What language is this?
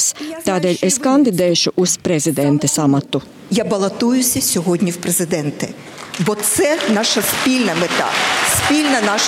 Latvian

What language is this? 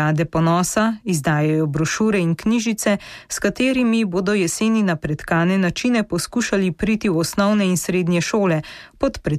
Slovenian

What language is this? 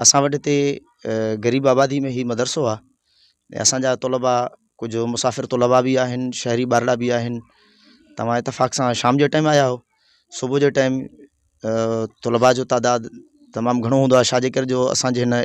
Sindhi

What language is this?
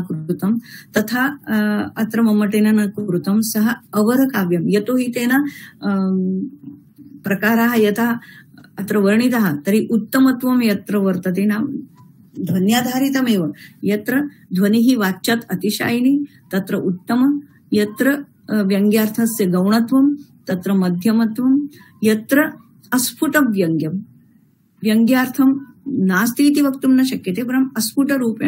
Sanskrit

